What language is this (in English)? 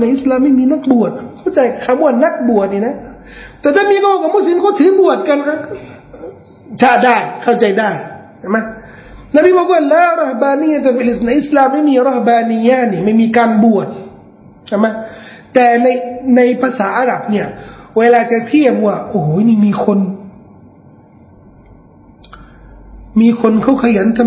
Thai